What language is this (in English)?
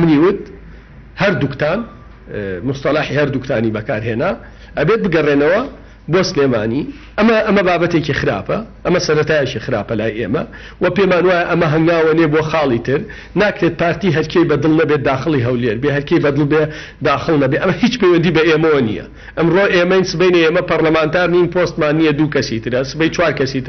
Central Kurdish